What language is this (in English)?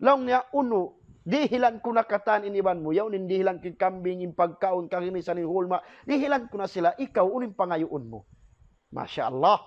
Tausug